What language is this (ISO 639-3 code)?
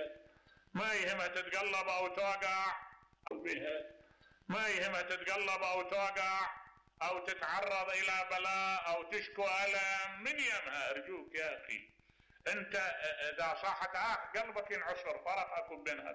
acm